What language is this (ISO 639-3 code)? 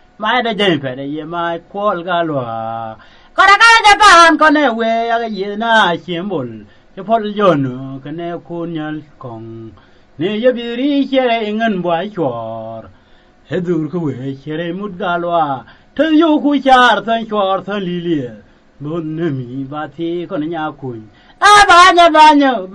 nus